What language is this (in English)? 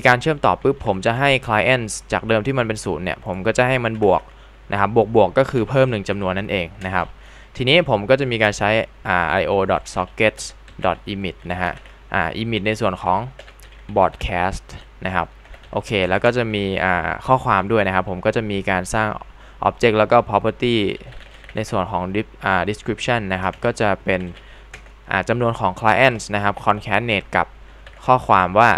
Thai